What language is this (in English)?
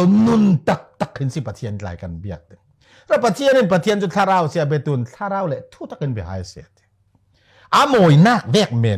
Falam Chin